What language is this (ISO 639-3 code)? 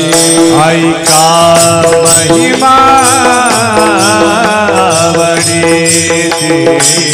mar